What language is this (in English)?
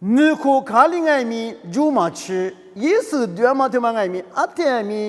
Lisu